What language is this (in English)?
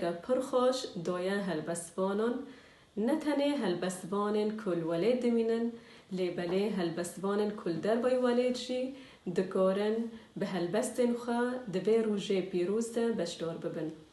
Kurdish